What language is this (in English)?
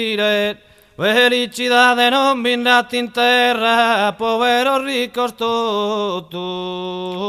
Sardinian